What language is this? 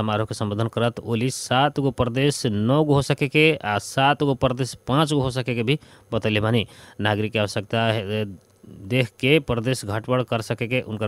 Bhojpuri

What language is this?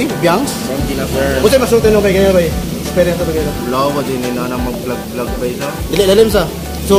Cebuano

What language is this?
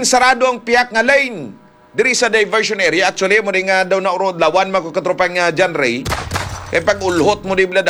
Hiligaynon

